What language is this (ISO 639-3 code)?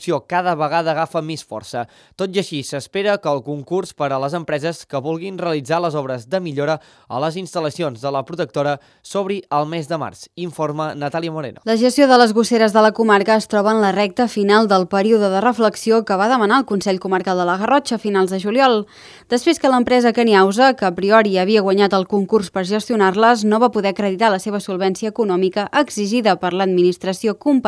cat